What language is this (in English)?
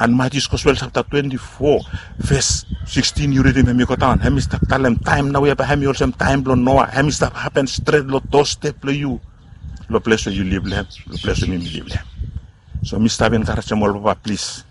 Bislama